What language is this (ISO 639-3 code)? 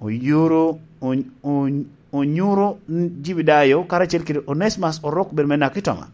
laj